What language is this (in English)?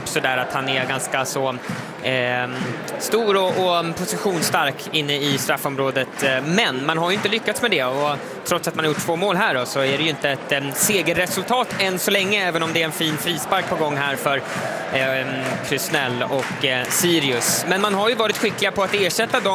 Swedish